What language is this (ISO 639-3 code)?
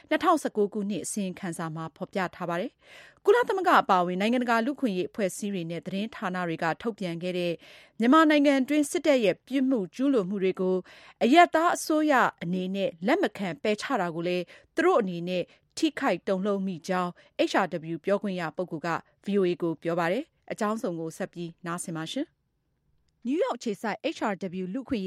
mya